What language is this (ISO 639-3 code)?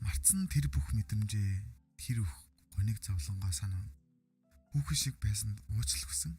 mon